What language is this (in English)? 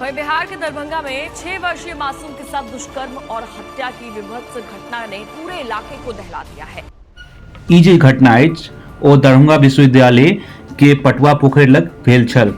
Maithili